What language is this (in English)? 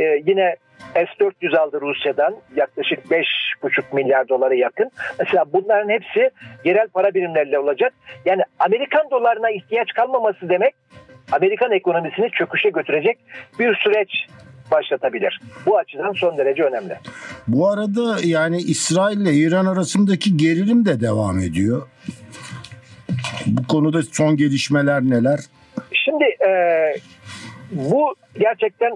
Turkish